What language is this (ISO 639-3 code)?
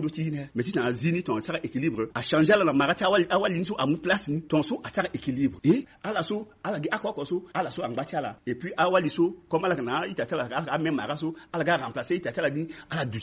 sag